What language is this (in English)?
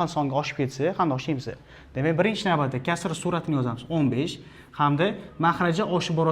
Uzbek